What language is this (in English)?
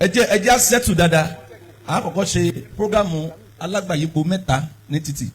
Yoruba